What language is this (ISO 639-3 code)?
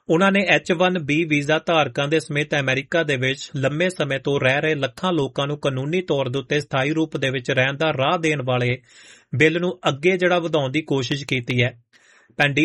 pan